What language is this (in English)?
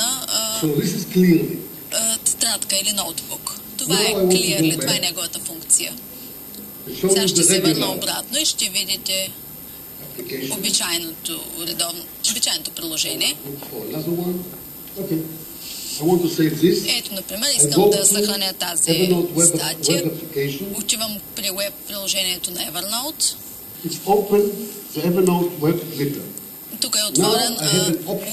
Bulgarian